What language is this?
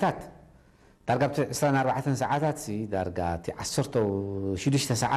Tigrinya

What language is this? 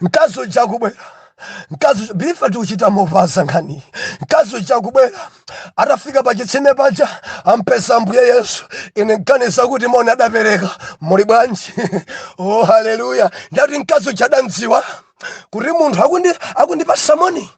Nyanja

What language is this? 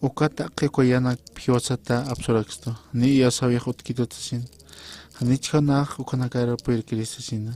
Aymara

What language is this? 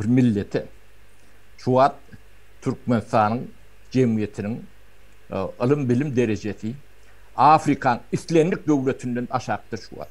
Turkmen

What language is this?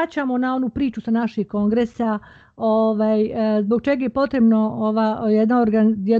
Bosnian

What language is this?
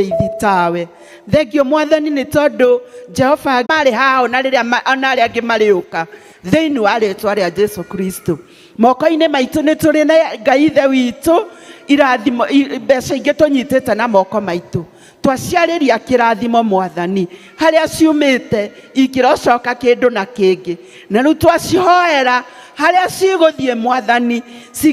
Kikuyu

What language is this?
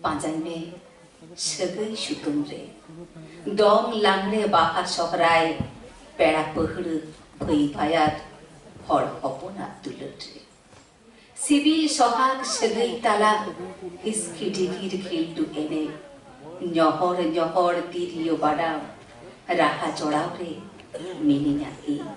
Santali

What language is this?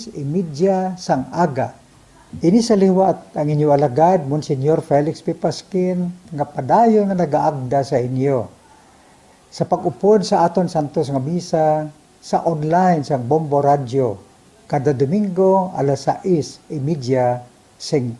Hiligaynon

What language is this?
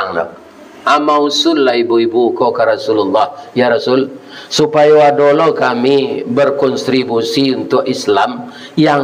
Minangkabau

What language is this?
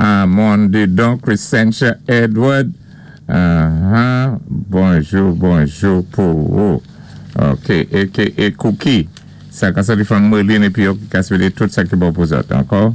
Saint Lucian Creole French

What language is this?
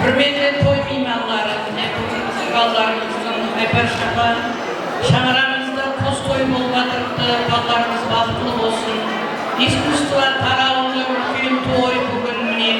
Kara-Kalpak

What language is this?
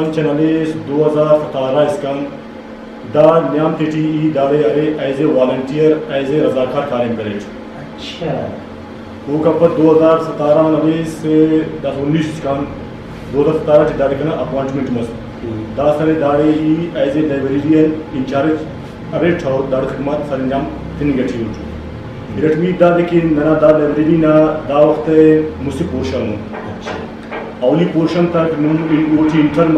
Brahui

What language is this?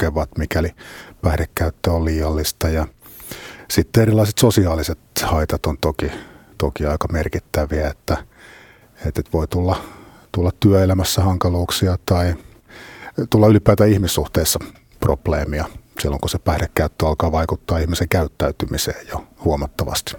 Finnish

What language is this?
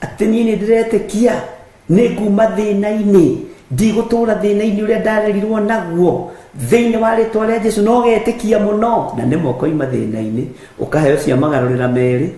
Kikuyu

